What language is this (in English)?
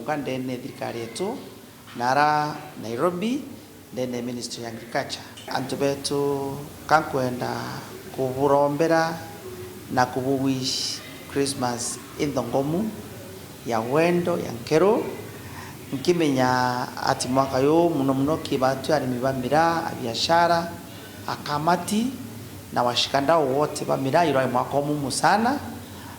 Meru